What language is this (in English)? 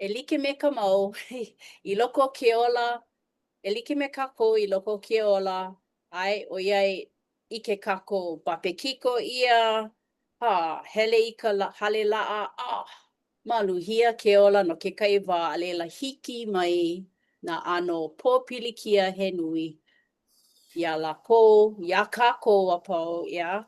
Hawaiian